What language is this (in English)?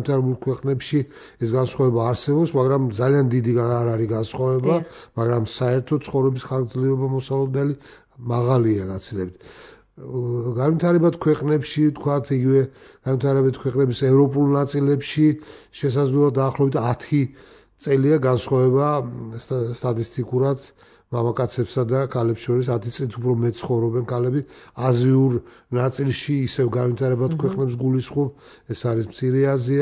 Georgian